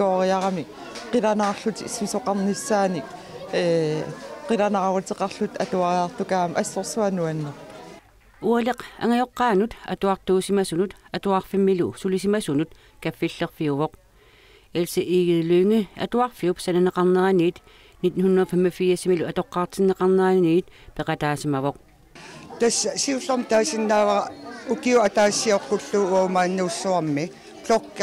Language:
Kalaallisut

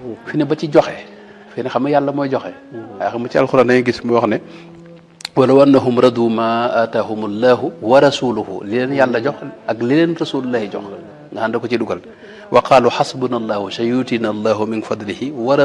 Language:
Wolof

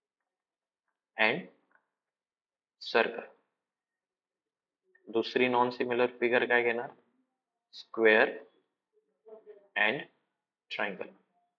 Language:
Marathi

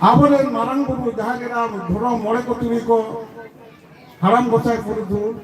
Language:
Santali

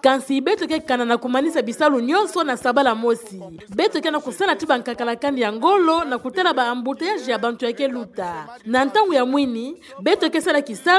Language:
Kituba (Democratic Republic of Congo)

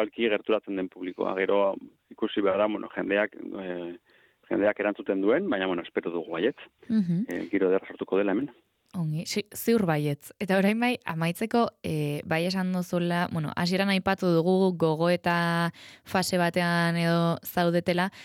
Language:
Basque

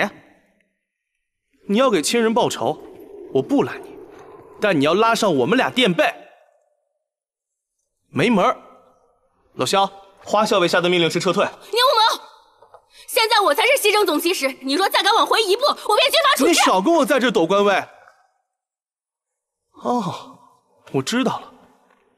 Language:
Chinese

